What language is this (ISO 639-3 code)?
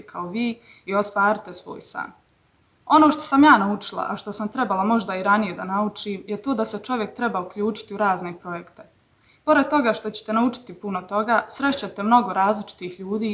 bos